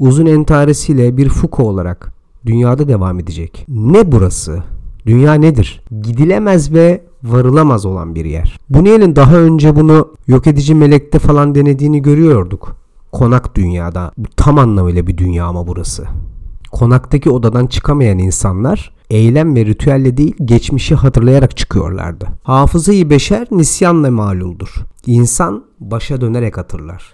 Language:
Turkish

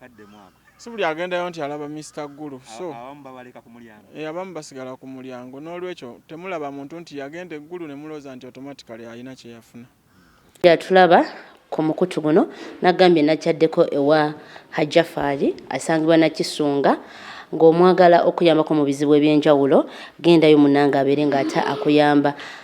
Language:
Ganda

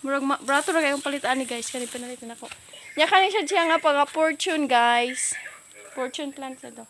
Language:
Cebuano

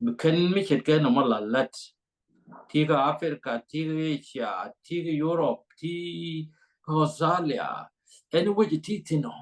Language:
Nuer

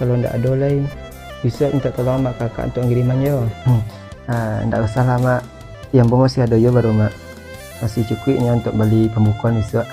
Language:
Minangkabau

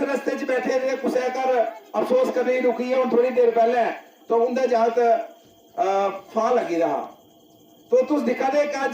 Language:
Dogri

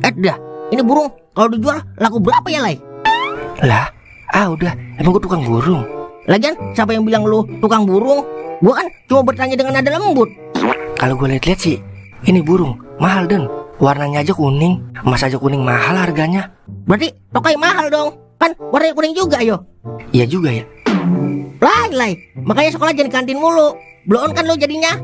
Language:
Betawi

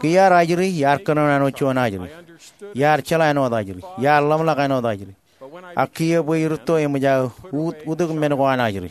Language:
Marshallese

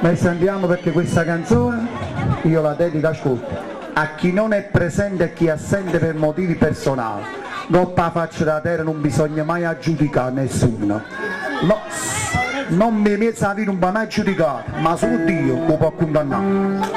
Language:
Neapolitan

